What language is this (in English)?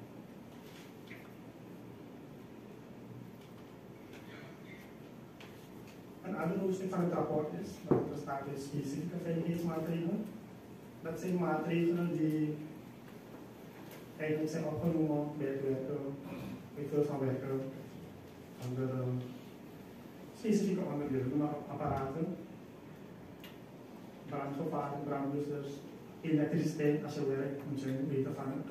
Dutch